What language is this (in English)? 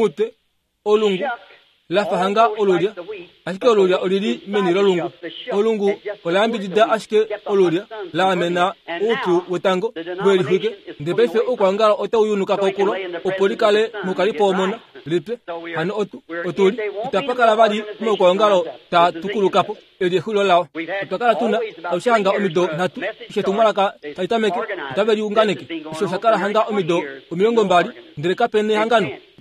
Kuanyama